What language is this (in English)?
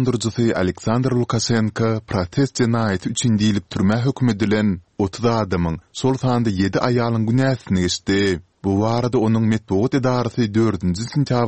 Turkmen